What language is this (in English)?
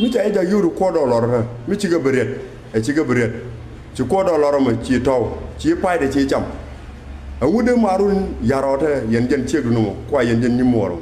Nuer